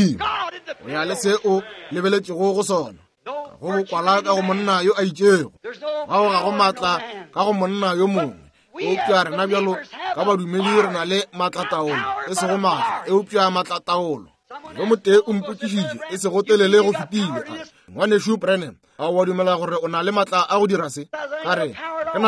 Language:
Northern Sotho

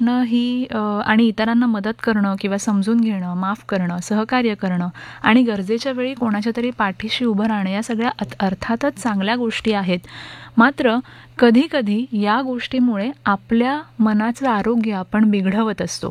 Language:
Marathi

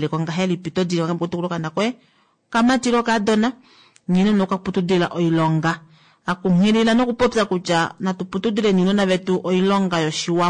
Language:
Kuanyama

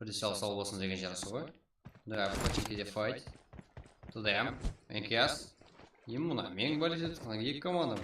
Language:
Kara-Kalpak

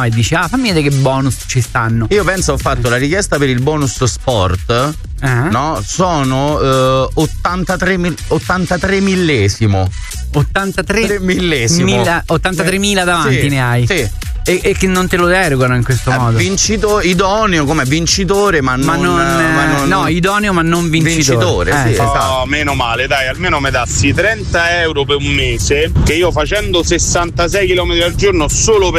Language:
Italian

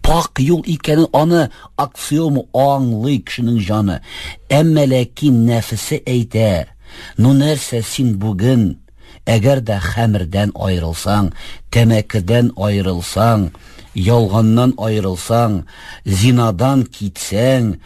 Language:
Tatar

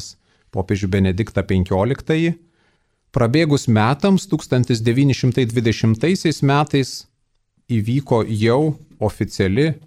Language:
Lithuanian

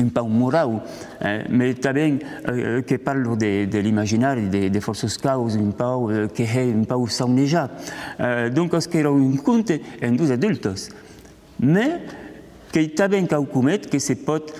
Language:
Occitan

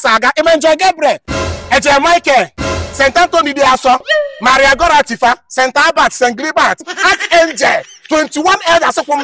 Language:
Igbo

